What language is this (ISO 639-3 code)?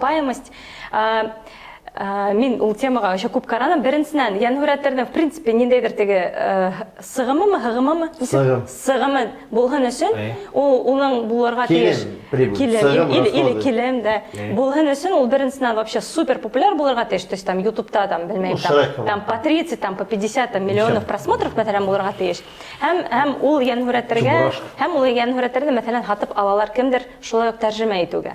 bak